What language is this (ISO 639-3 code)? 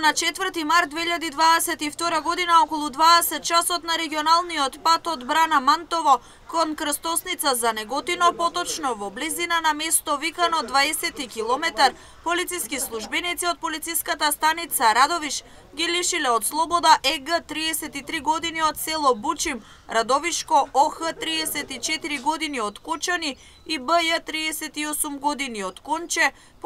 mkd